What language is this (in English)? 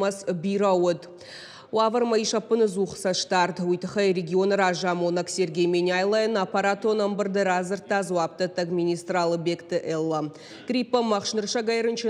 Ossetic